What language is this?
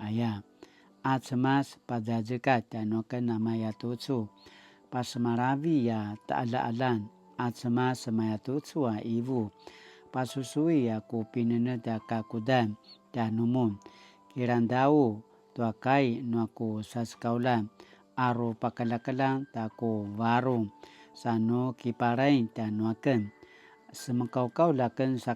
Paiwan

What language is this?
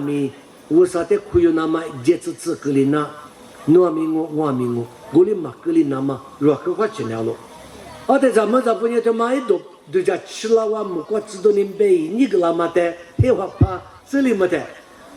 Lisu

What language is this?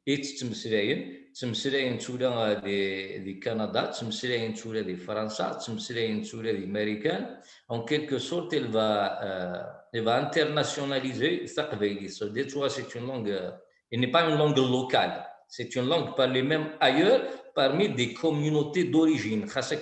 Kabyle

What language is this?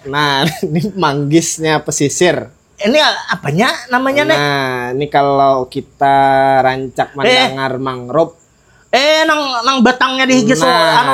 Banjar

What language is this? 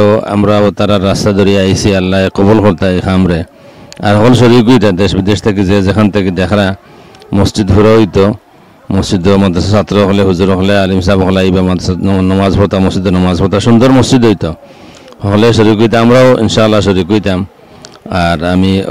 Sylheti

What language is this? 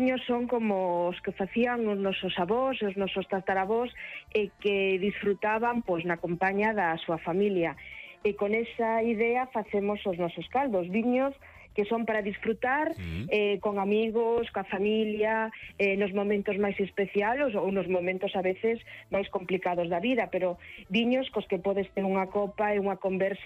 Galician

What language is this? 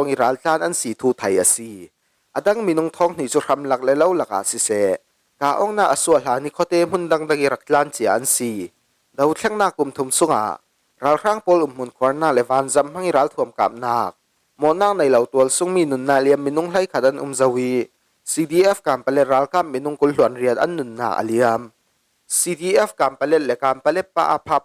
Falam Chin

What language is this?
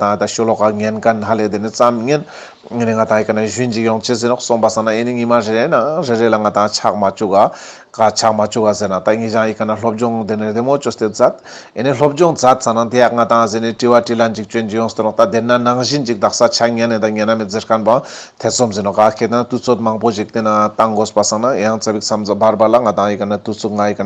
Ladakhi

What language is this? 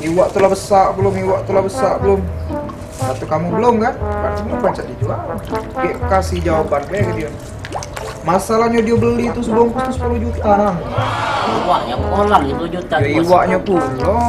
Musi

